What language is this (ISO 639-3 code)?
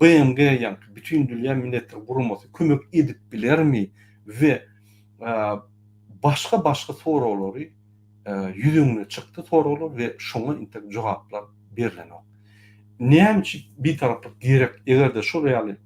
tuk